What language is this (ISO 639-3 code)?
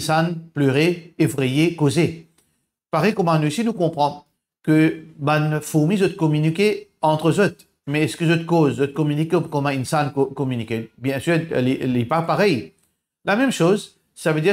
mfe